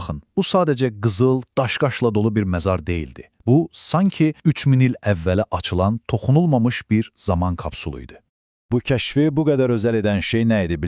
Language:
Azerbaijani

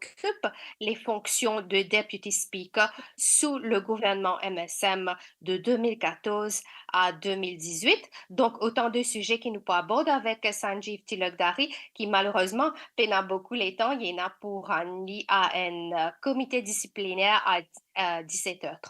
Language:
Morisyen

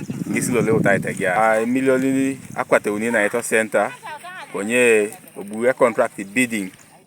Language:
Teso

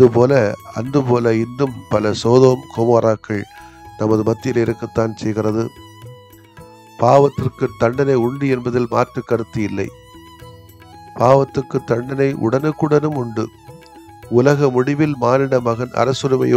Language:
Tamil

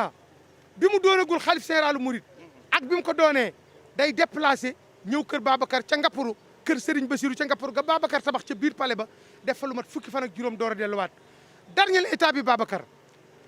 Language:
Wolof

